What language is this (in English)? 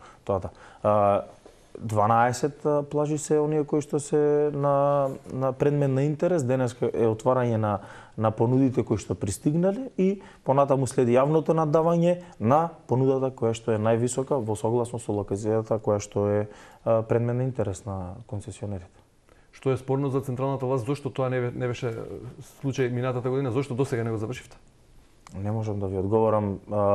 Macedonian